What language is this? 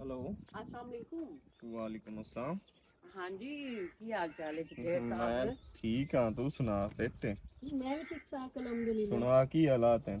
Western Panjabi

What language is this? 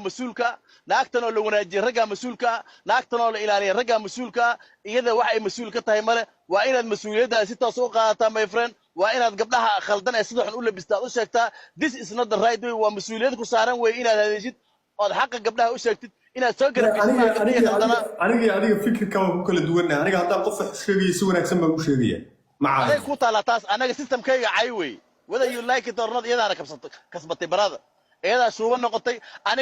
Somali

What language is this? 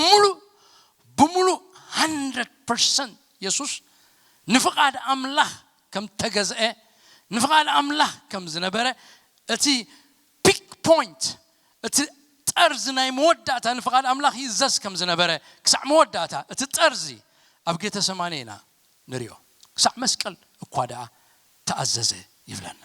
Tigrinya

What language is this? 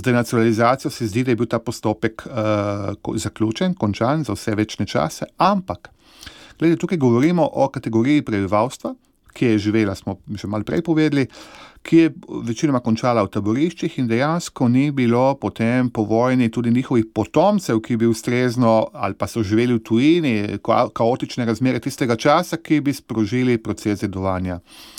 Slovenian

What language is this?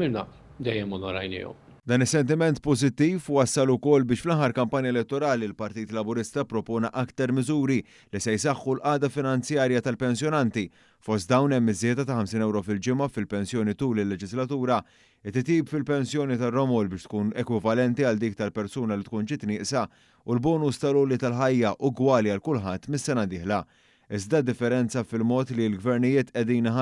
Maltese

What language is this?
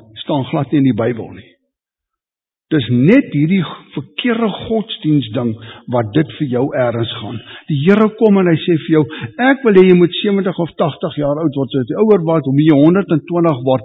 Afrikaans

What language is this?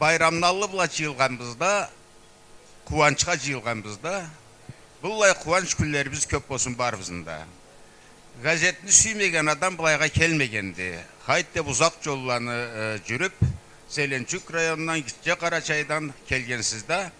Karachay-Balkar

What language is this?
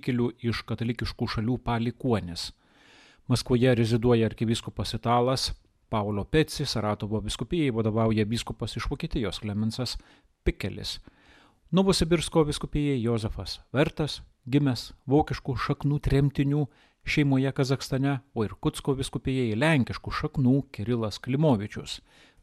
Lithuanian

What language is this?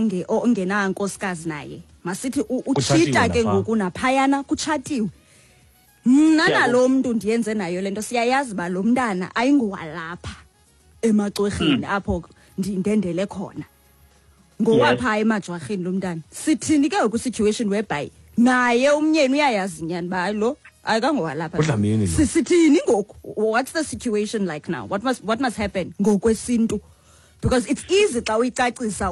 Xhosa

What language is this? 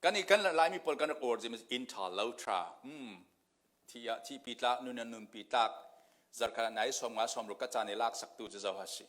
Falam Chin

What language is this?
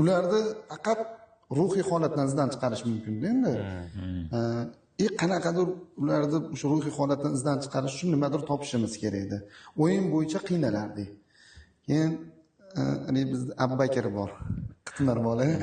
Uzbek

